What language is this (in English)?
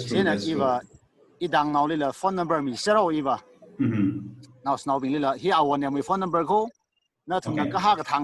Tangkhul Naga (India)